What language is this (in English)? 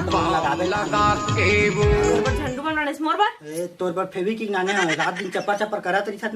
Chhattisgarhi